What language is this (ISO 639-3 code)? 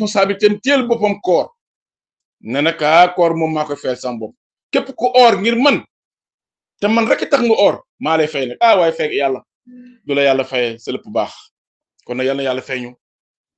wol